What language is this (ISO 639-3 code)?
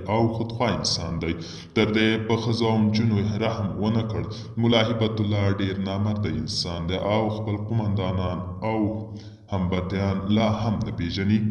pus